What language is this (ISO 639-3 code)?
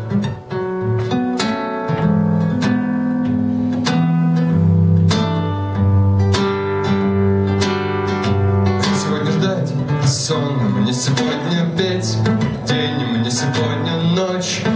rus